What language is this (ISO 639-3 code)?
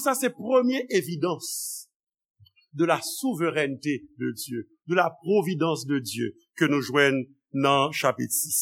hat